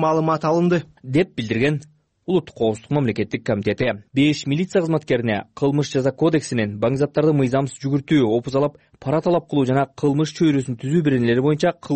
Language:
Kyrgyz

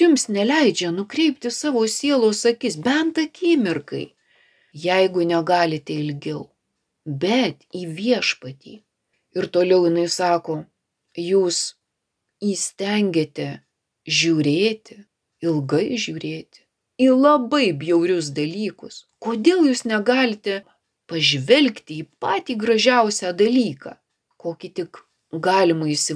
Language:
Lithuanian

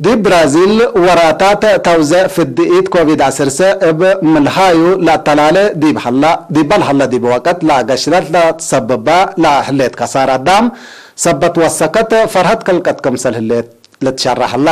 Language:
Tigre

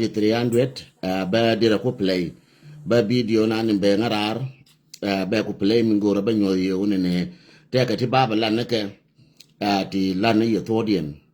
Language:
Nuer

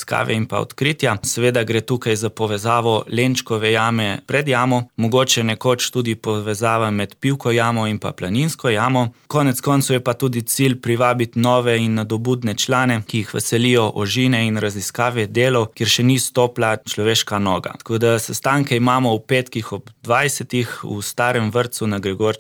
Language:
Slovenian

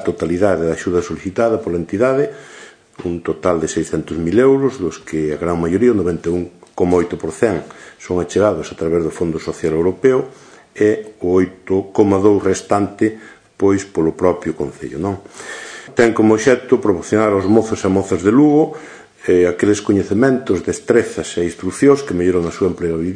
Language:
Galician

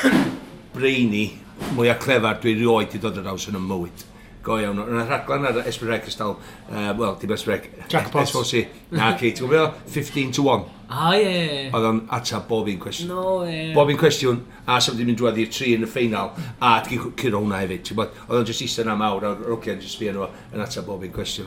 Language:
Welsh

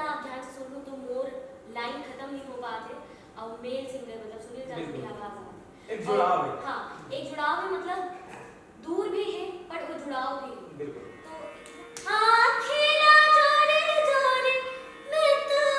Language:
Chhattisgarhi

